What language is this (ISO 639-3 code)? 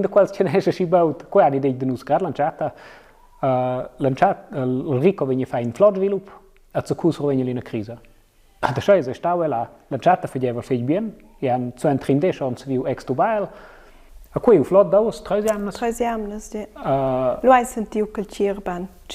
roh